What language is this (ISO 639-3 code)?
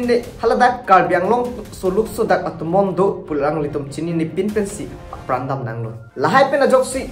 mjw